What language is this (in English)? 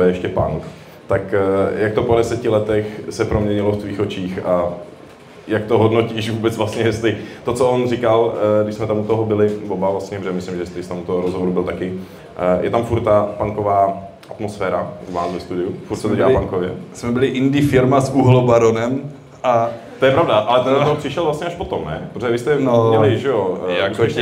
Czech